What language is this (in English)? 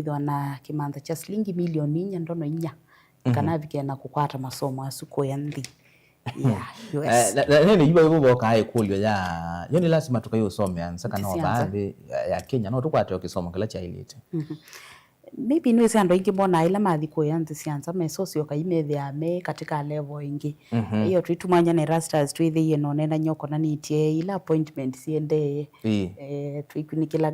Kamba